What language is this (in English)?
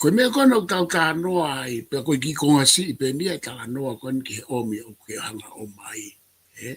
Tongan